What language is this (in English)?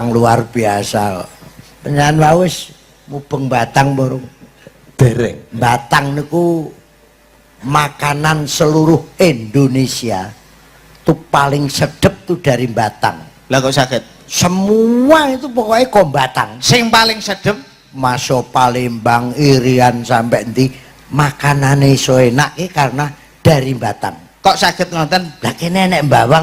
Javanese